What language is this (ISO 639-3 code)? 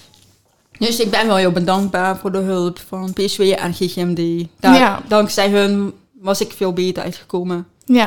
nld